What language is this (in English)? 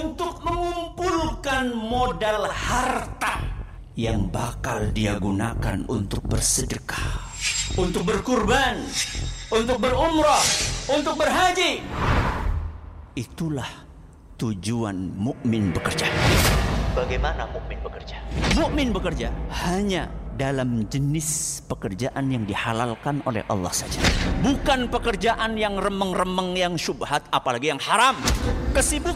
Indonesian